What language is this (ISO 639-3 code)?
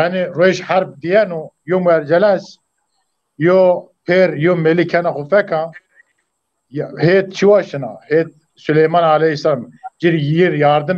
zza